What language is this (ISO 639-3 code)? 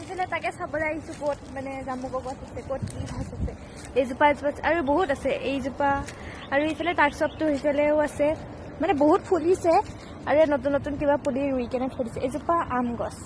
asm